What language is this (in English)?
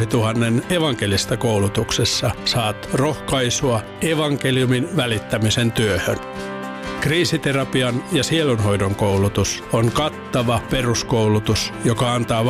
Finnish